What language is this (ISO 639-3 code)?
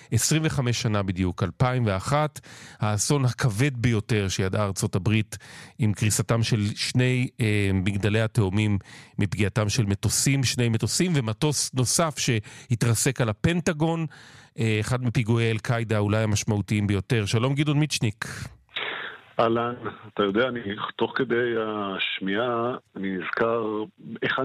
heb